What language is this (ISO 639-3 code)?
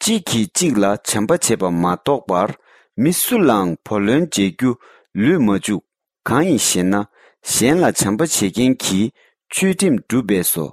bod